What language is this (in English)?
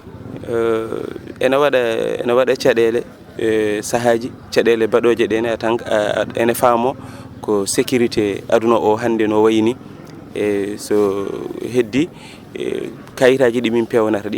Fula